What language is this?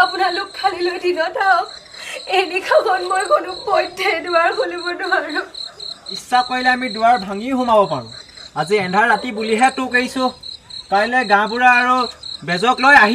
Assamese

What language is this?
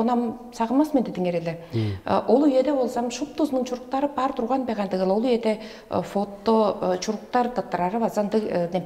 Tuvinian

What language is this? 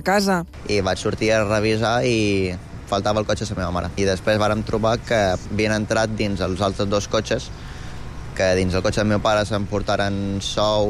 Catalan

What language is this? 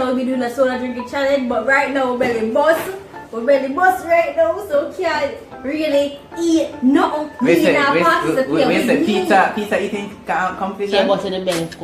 Jamaican Creole English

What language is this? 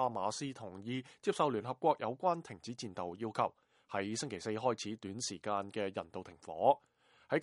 Cantonese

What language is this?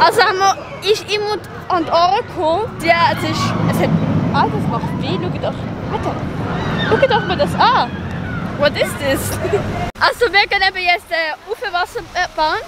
Swiss German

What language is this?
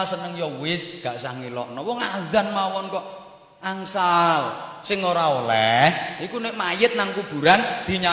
Javanese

